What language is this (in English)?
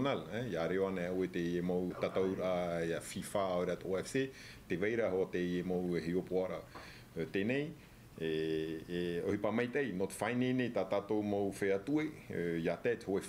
Tahitian